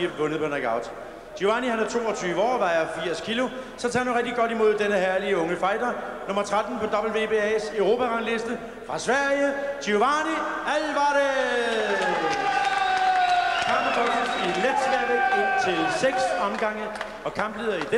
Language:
Danish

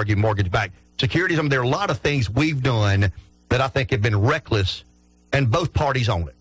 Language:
English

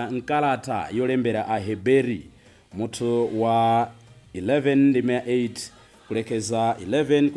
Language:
Nyanja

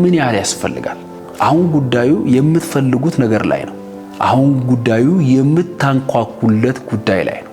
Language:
Amharic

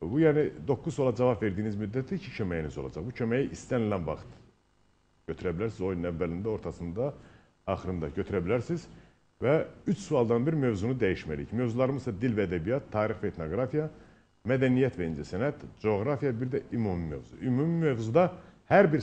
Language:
Azerbaijani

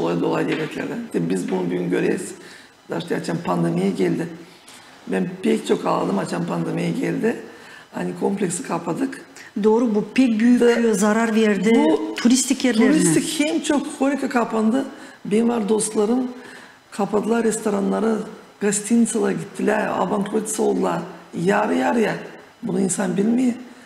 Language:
Gagauz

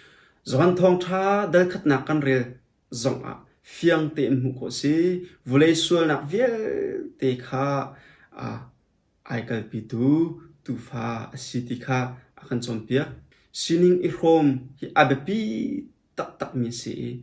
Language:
Hakha Chin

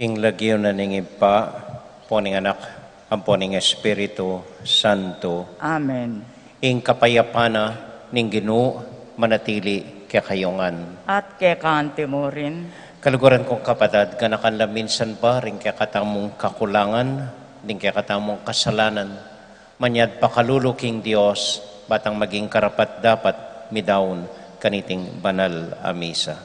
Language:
Pampanga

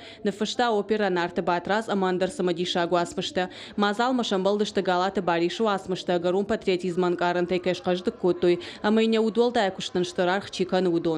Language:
Ossetic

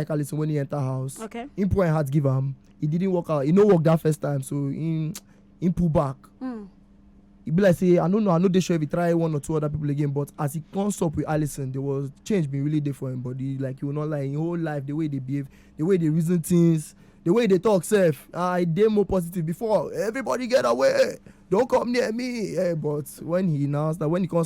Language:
Nigerian Pidgin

